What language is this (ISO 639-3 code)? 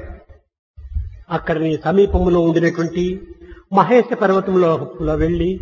tel